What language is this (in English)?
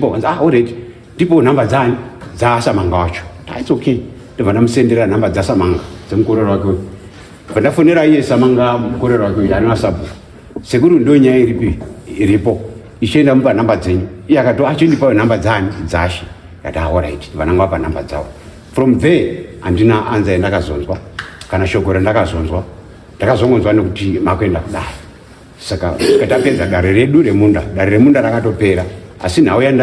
Shona